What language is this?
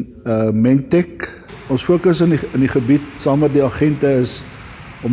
Afrikaans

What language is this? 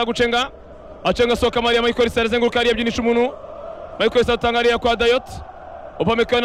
Kinyarwanda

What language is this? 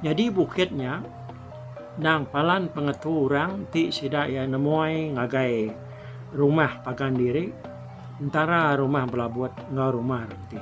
Iban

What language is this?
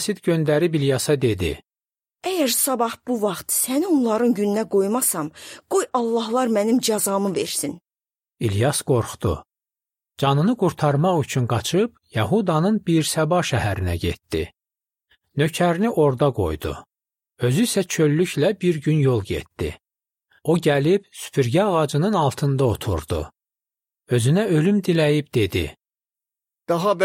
Azerbaijani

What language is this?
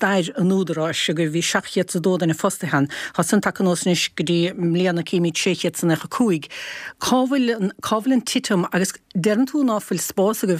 Irish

